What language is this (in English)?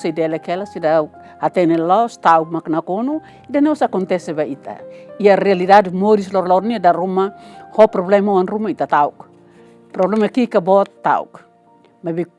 Tetum